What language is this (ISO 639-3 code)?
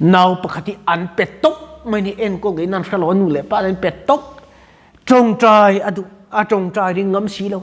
lus